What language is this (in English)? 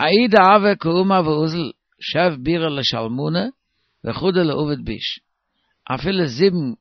Yiddish